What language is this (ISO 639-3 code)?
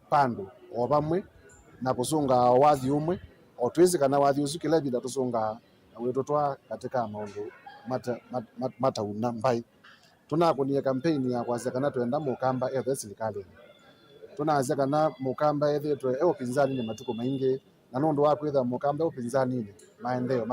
kam